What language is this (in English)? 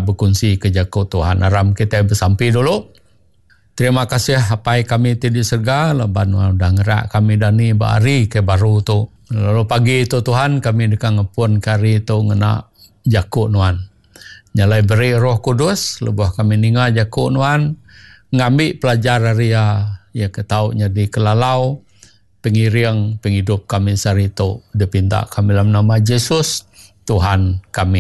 Iban